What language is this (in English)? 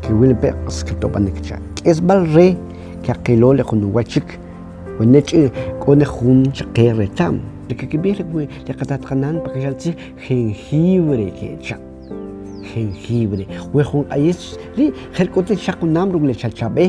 Kʼicheʼ